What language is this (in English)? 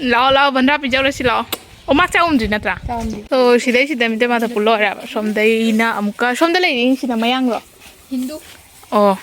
Manipuri